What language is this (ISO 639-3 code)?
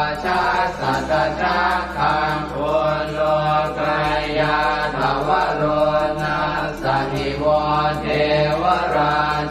pli